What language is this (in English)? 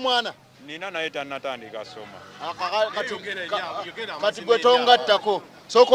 Ganda